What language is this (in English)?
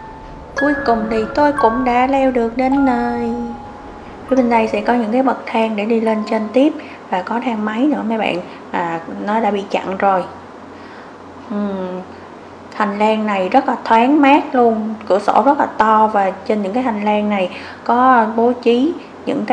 Vietnamese